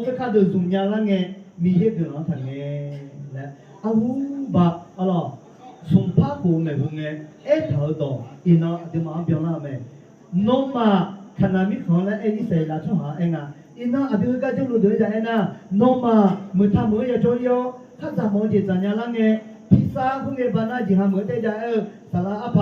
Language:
Akha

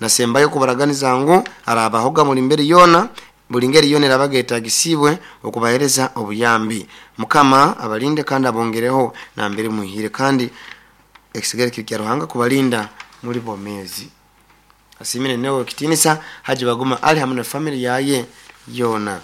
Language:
Nyoro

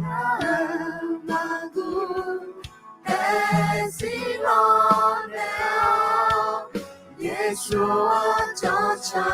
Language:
Akha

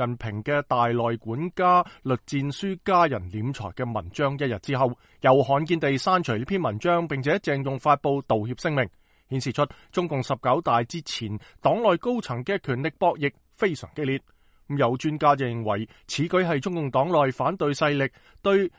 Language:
Cantonese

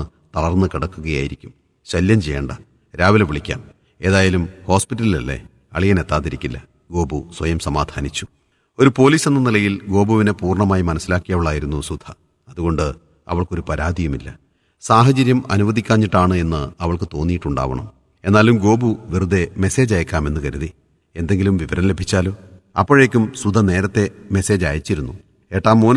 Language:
Malayalam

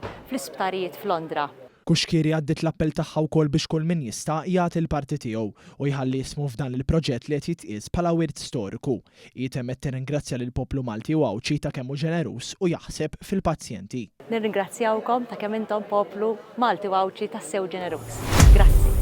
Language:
Maltese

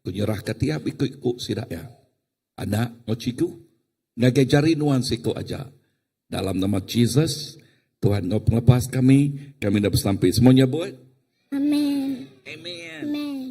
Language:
Iban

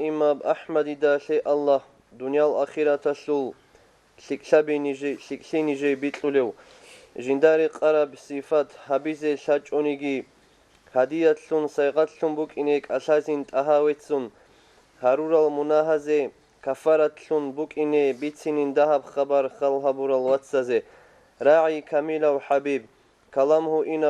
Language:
Avaric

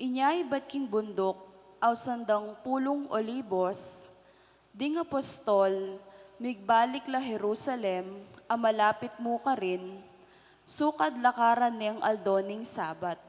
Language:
Pampanga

